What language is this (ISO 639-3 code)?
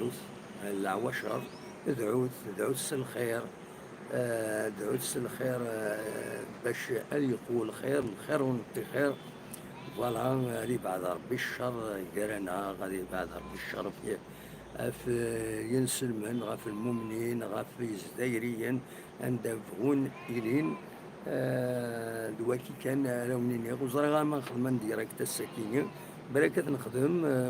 kab